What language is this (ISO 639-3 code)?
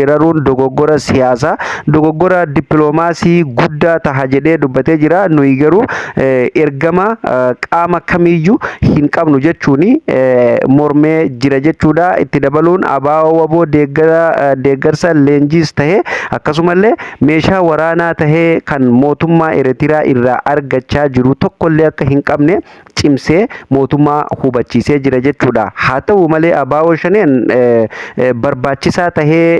orm